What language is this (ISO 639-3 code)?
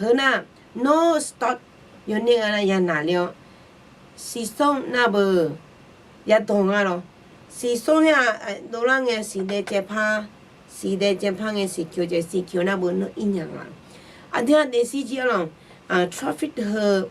ahk